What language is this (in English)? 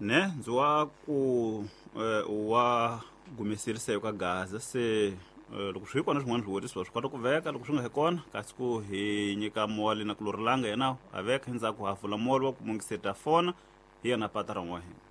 Tsonga